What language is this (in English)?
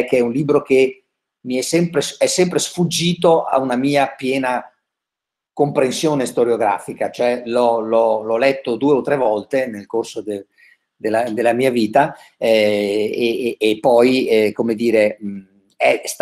Italian